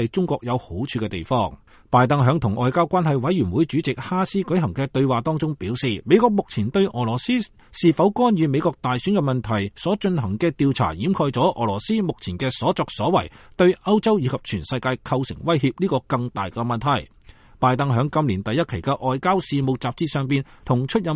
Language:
Cantonese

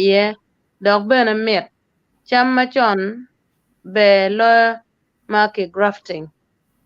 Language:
Acoli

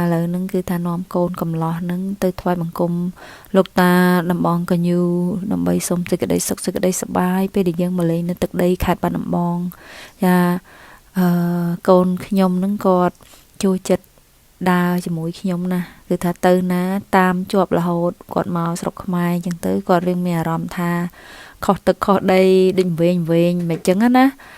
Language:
Khmer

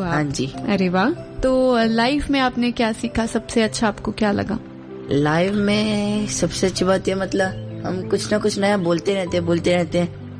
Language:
Hindi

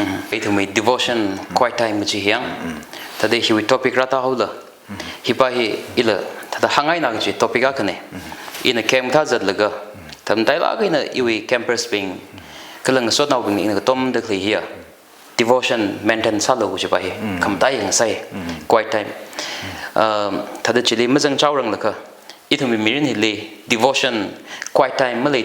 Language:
Tangkhul Naga (India)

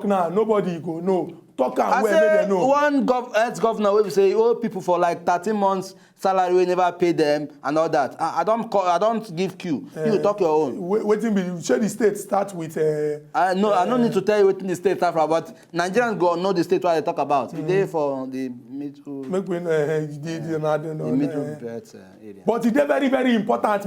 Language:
Nigerian Pidgin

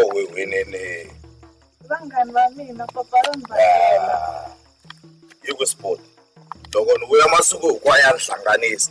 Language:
Tsonga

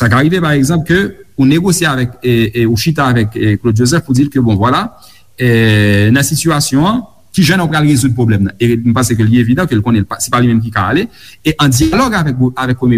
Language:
Haitian Creole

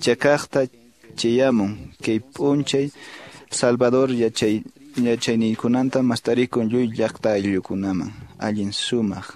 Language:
Quechua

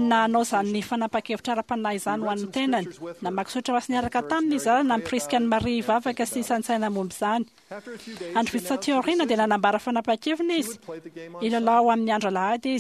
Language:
Malagasy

